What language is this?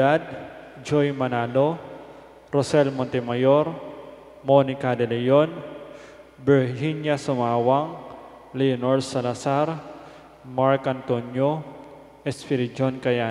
Pampanga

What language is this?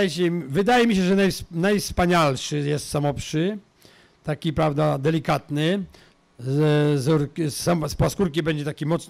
Polish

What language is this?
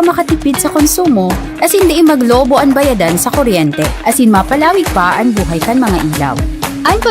Bikol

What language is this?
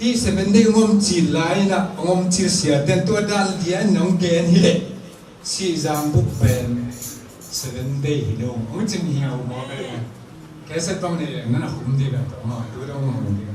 Tedim Chin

